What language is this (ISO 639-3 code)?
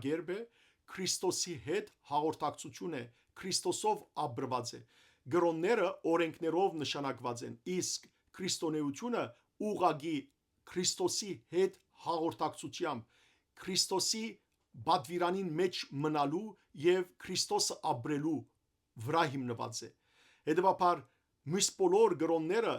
hyw